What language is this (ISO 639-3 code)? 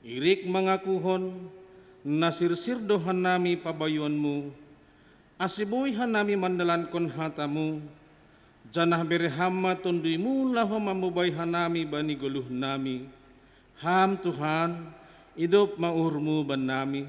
bts